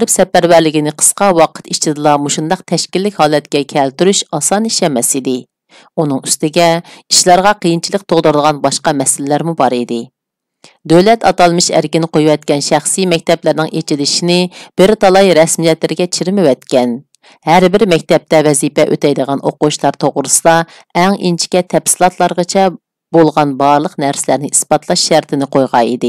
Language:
Uyghur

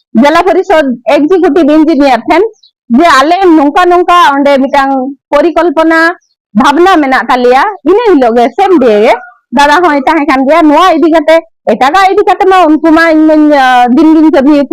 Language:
Santali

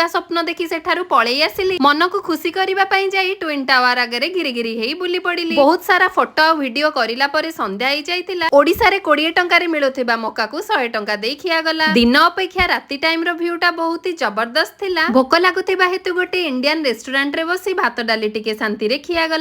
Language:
Odia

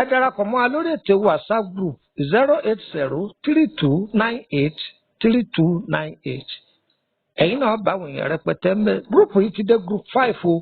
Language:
Yoruba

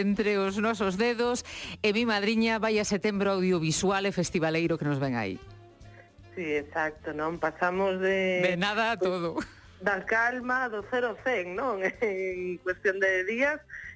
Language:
Galician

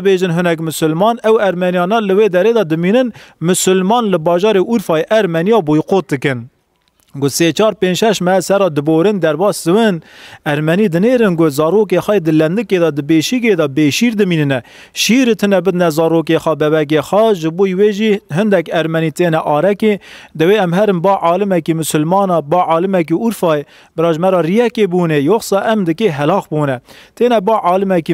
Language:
Kurdish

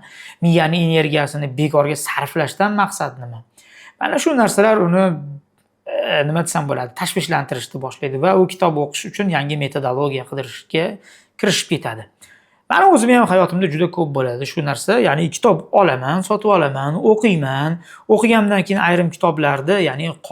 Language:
Uzbek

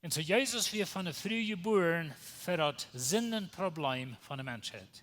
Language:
Plautdietsch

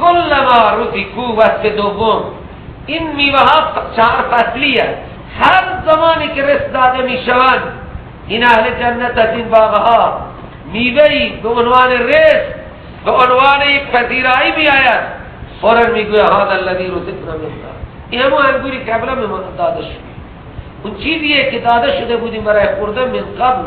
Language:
Persian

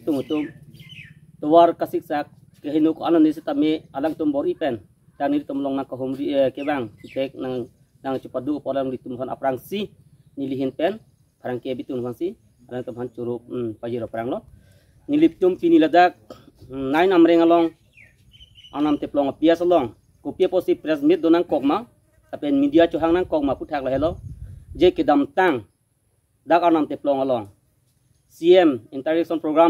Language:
Karbi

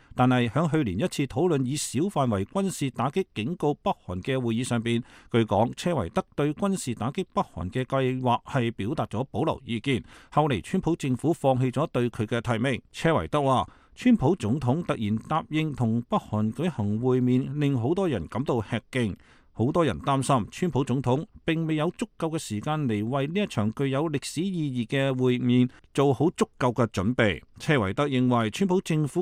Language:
Cantonese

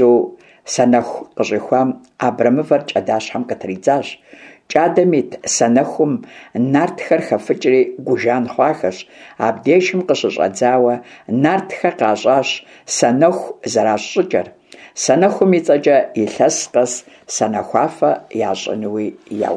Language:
Kabardian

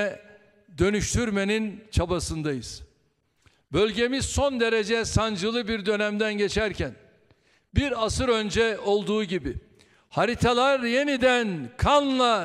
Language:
Turkish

